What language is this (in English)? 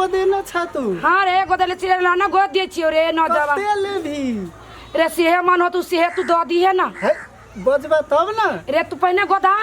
Maithili